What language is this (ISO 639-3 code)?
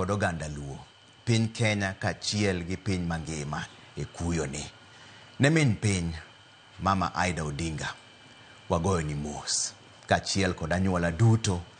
luo